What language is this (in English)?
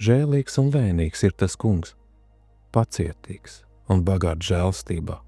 Latvian